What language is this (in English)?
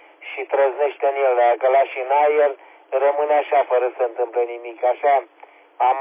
Romanian